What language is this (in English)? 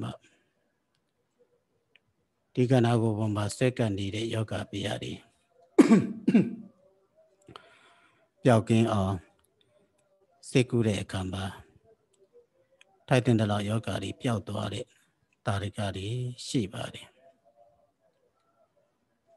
Burmese